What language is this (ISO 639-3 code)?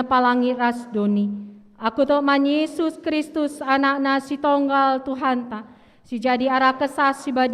btx